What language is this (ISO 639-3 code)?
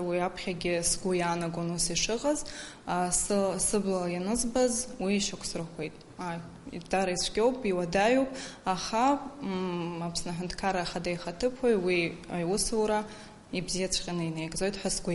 abk